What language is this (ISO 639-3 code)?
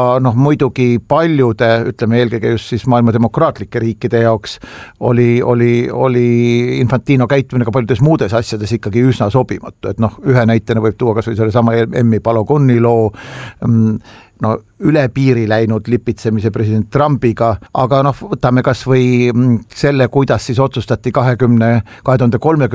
est